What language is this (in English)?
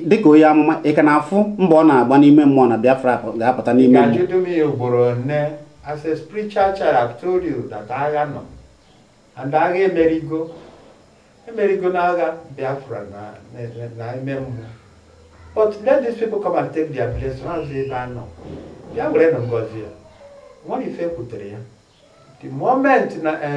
Igbo